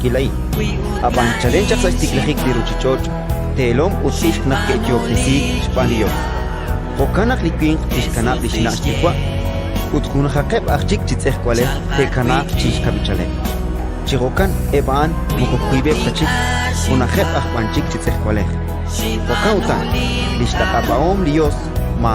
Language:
Kekchí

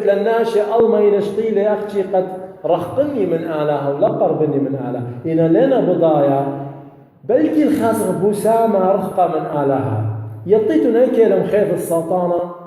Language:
Assyrian Neo-Aramaic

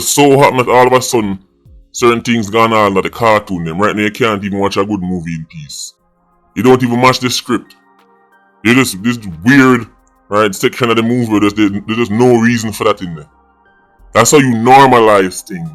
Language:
Jamaican Creole English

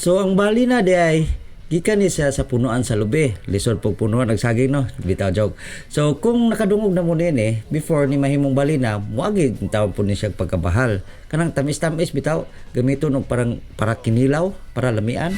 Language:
Cebuano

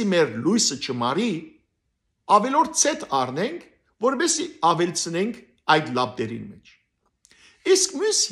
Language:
Western Armenian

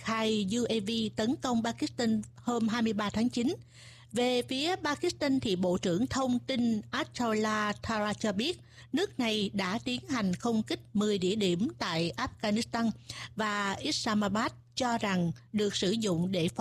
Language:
Vietnamese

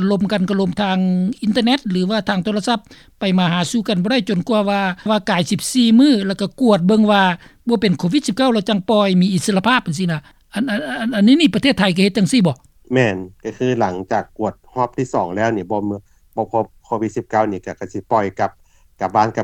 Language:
Lao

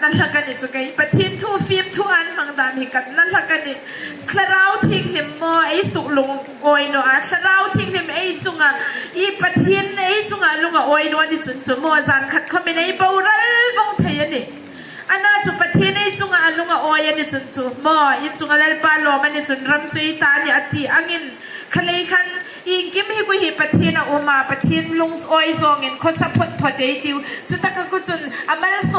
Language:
Hmar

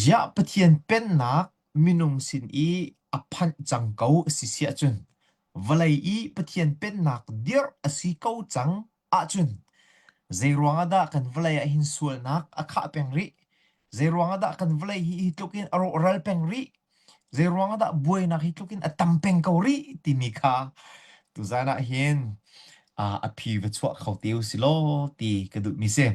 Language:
Hakha Chin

